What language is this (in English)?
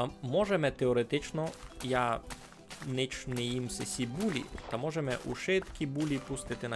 Rusyn